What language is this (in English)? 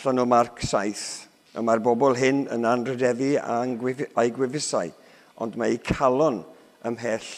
Welsh